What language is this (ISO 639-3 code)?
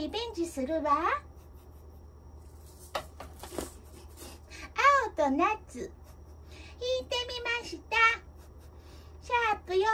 jpn